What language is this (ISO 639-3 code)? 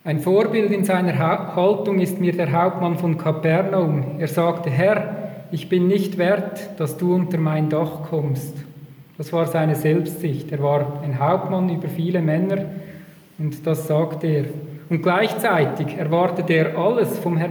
deu